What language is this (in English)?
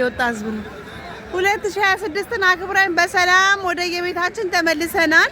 Amharic